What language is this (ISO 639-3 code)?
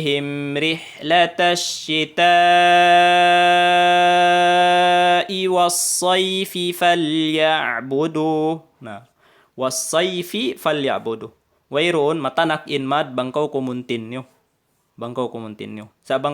tsg